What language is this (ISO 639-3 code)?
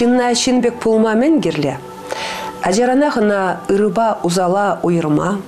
chv